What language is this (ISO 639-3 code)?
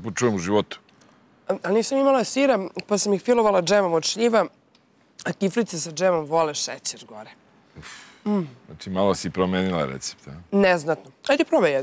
srp